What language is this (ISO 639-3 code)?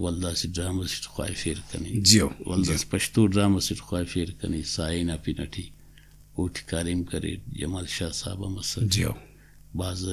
brh